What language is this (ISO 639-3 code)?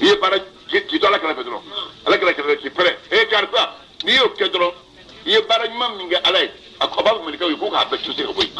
bam